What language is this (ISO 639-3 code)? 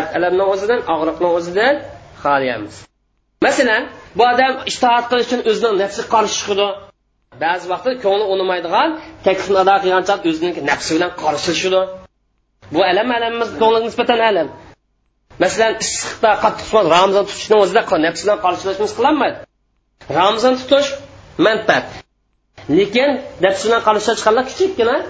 uig